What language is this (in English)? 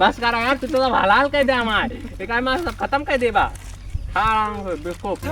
Awadhi